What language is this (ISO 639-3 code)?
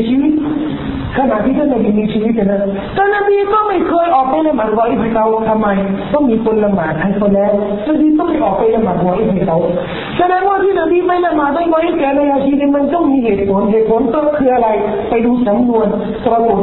tha